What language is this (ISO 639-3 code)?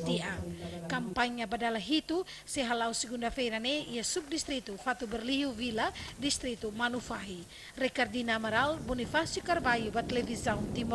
tet